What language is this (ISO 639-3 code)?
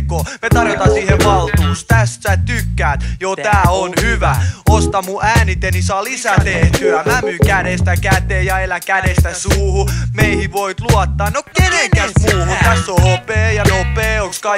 fin